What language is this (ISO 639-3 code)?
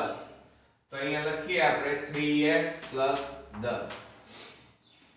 guj